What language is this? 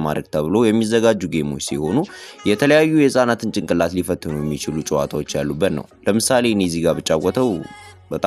Amharic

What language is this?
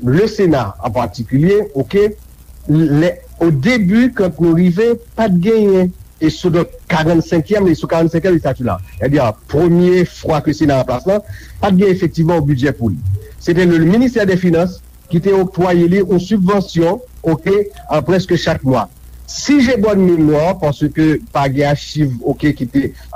Haitian Creole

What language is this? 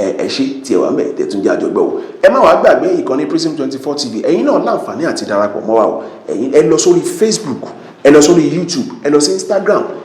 Yoruba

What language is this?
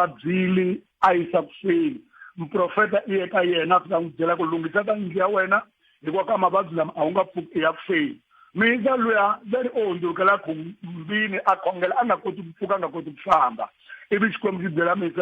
Tsonga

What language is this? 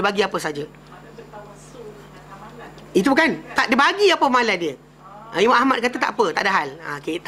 Malay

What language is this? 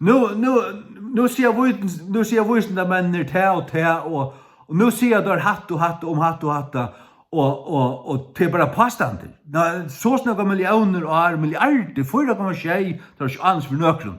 Faroese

